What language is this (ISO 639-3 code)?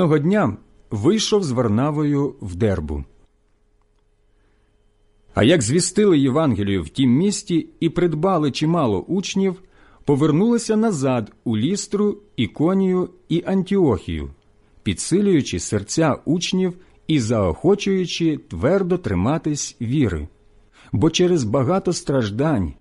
ukr